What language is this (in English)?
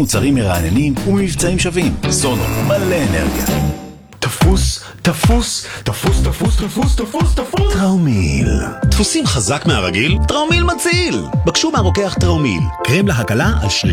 Hebrew